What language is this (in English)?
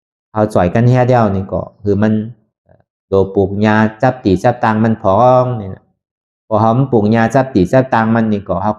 Shan